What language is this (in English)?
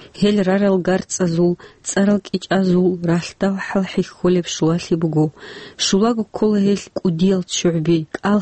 Avaric